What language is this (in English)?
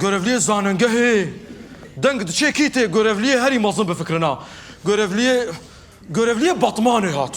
Kurdish